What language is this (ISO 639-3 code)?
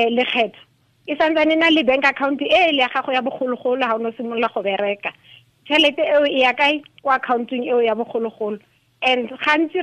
tsn